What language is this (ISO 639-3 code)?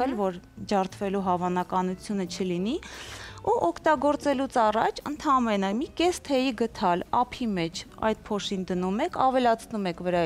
hye